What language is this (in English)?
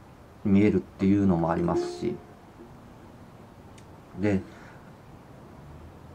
Japanese